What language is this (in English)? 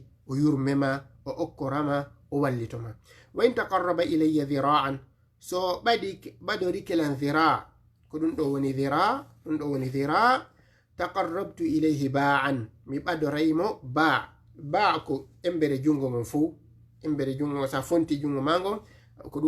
Fula